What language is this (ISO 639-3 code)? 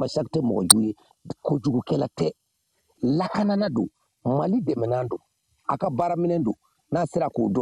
bam